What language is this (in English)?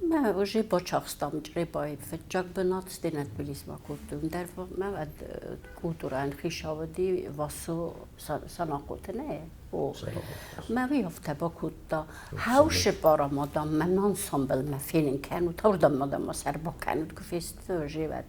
Ossetic